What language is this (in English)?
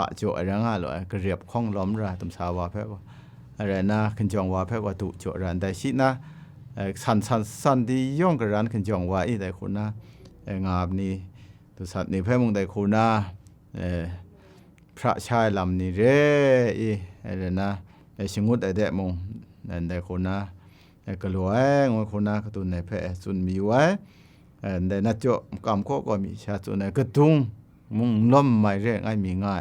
Kachin